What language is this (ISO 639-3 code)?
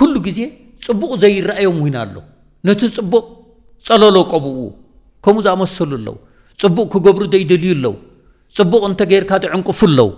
tir